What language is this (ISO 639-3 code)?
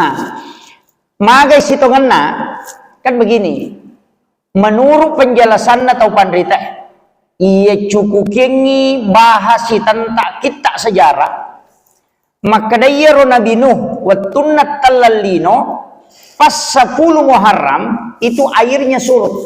bug